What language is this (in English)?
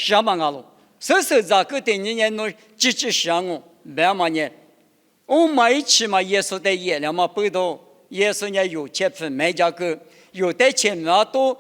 Lisu